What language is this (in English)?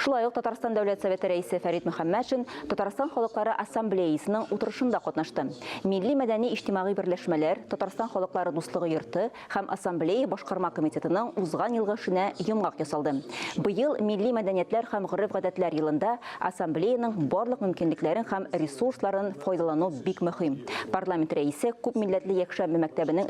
Tatar